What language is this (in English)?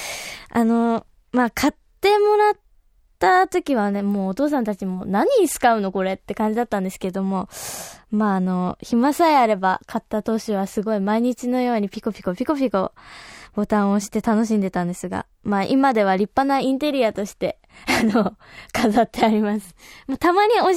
Japanese